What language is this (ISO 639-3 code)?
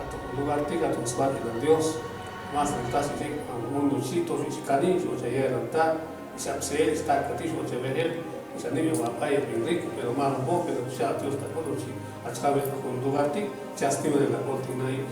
cac